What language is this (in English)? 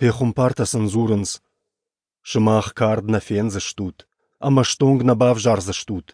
Ossetic